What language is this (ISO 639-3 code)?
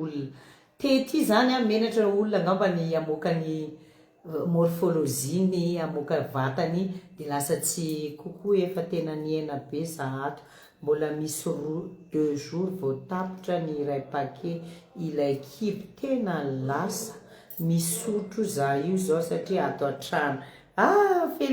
mlg